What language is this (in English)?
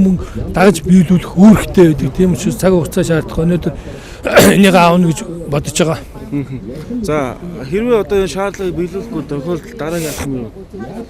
Mongolian